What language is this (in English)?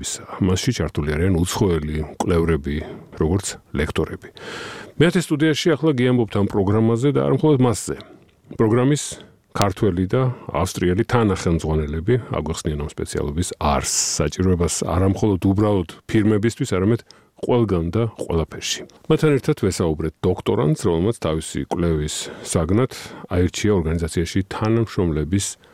Georgian